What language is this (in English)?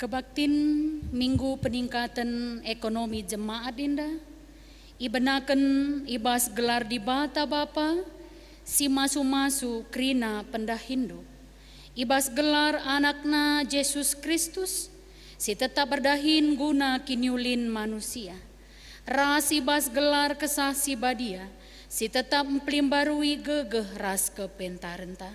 Batak Karo